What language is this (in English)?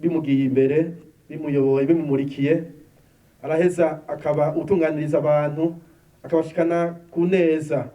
Rundi